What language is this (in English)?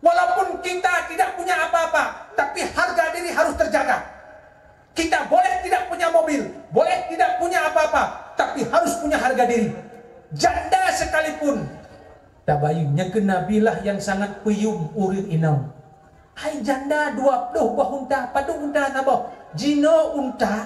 Achinese